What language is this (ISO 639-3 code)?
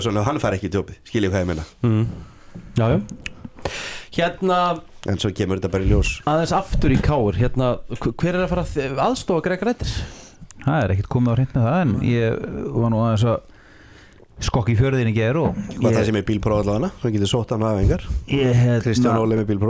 isl